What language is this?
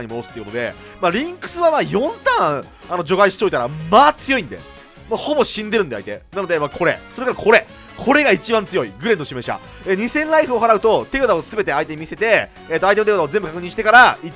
Japanese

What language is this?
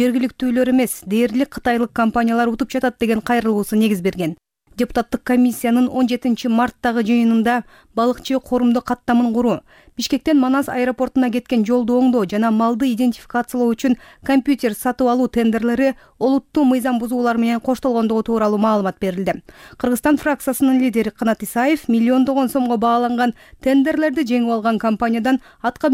Kyrgyz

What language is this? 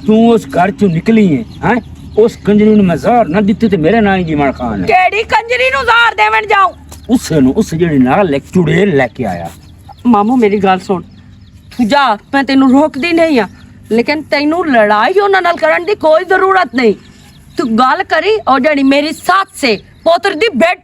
Western Panjabi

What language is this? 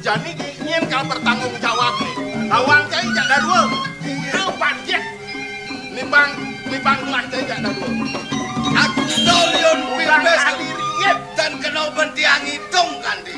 Balinese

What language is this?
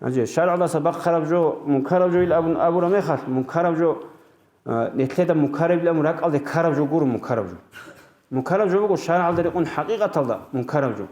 Avaric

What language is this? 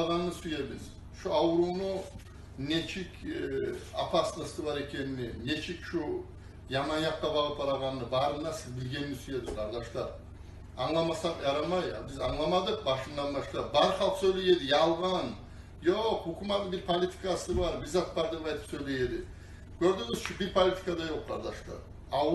Kumyk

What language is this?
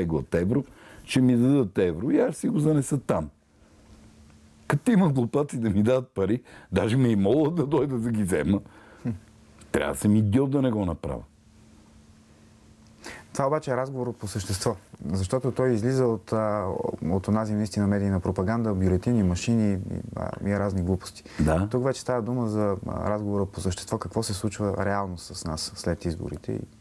Bulgarian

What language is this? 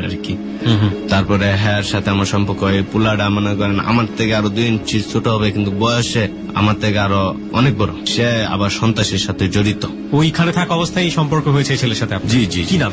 Bangla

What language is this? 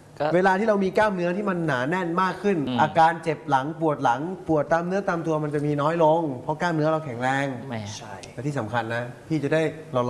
Thai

